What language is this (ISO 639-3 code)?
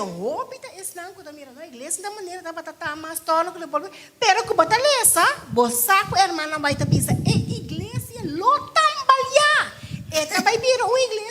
pap